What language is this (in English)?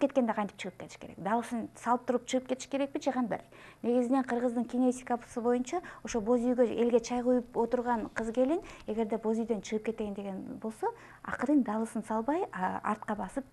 Kyrgyz